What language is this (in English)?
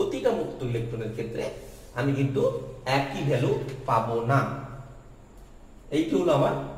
Bangla